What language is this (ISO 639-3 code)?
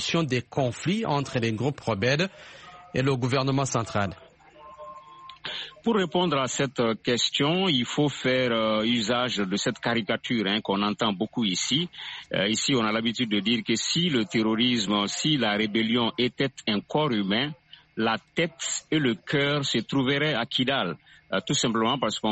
fra